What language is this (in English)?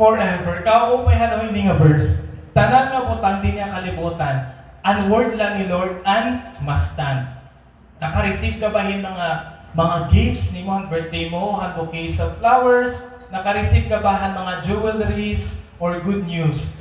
Waray